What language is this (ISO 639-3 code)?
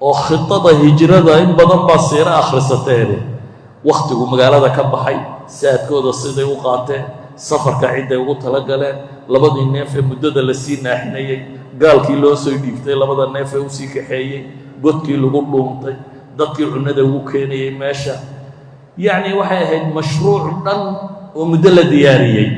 som